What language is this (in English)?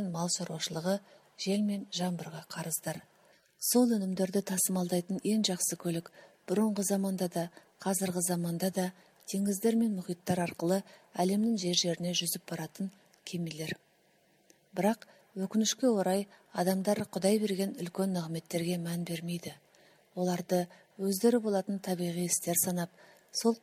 Kazakh